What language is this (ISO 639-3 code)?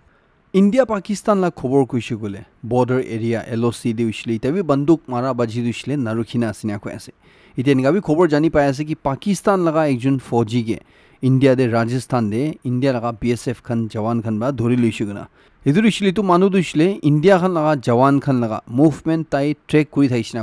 nag